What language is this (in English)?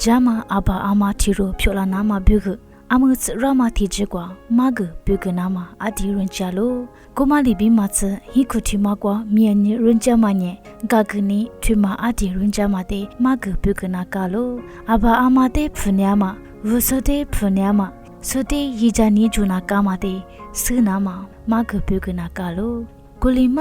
Lisu